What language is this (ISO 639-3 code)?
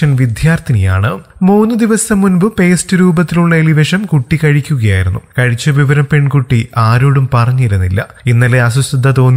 mal